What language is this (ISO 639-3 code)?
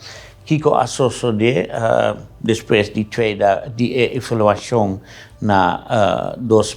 pap